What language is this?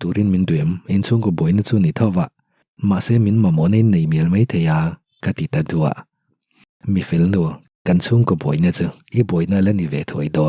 Mizo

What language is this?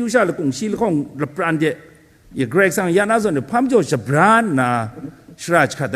Kachin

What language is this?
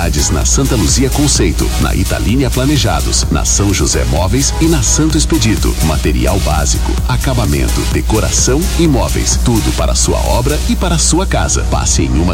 Portuguese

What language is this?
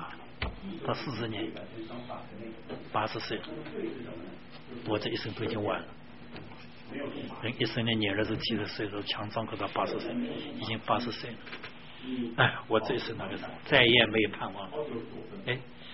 Chinese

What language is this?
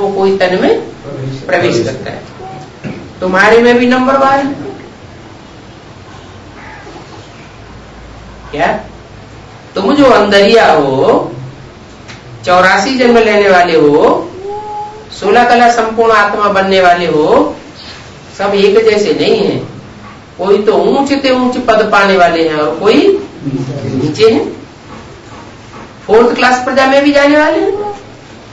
Hindi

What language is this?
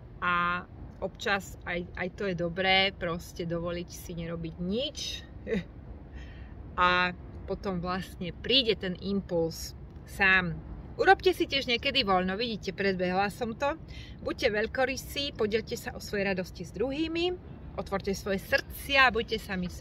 Slovak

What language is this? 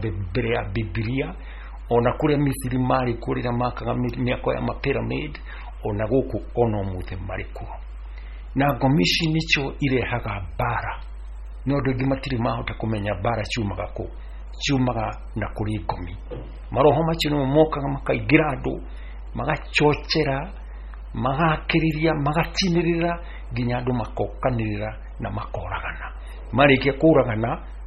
Kikuyu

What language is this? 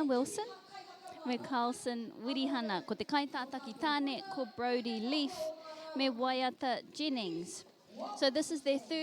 Māori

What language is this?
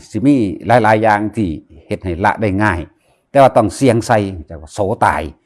Northeastern Thai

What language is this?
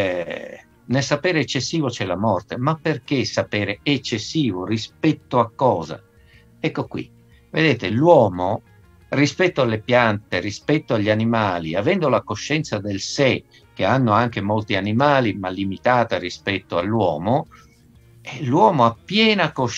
Italian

